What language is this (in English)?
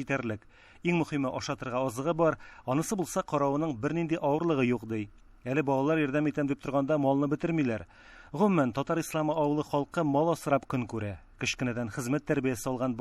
Tatar